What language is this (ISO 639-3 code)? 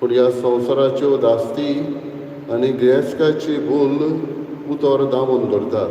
kok